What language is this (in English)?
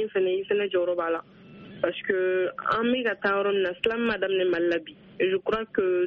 Bambara